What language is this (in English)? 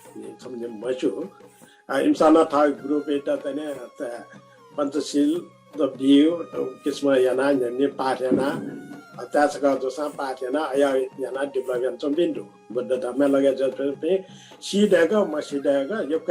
Newari